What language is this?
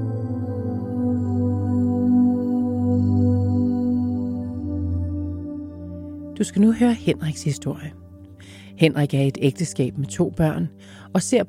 Danish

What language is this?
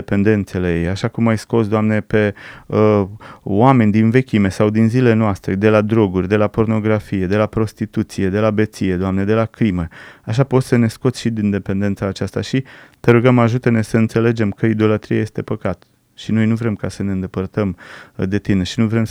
Romanian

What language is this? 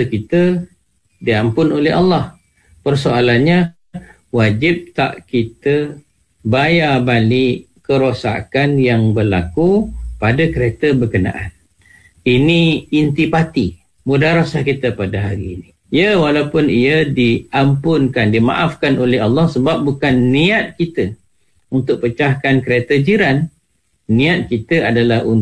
Malay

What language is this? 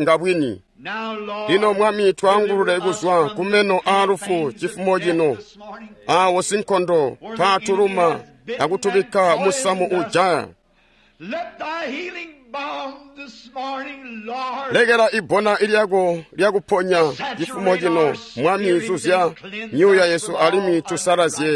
Tonga (Zambia)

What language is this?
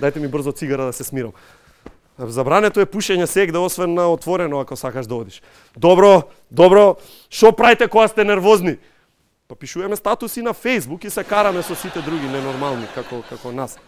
Macedonian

